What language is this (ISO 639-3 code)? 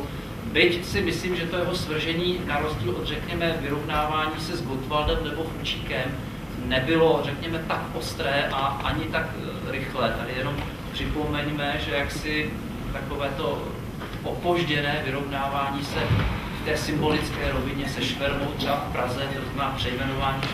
ces